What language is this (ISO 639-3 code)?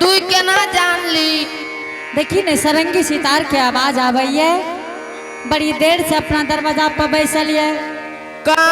anp